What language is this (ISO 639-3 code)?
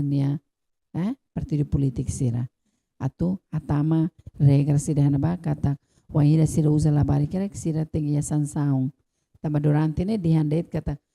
tet